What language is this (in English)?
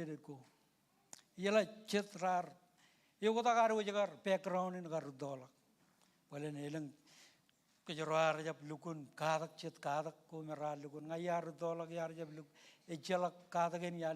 Marshallese